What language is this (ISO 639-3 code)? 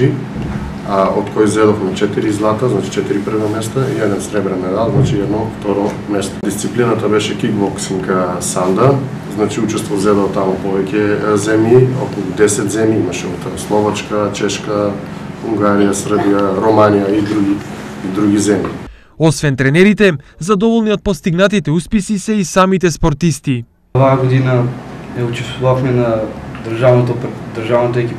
mkd